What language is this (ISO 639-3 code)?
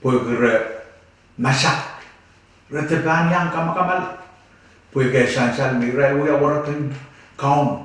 pon